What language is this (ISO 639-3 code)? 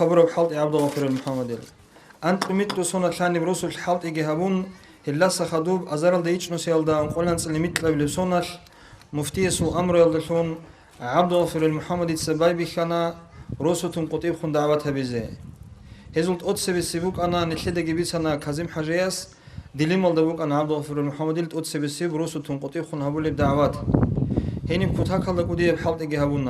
ava